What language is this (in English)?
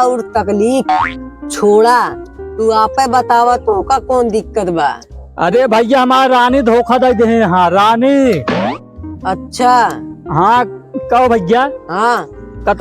Awadhi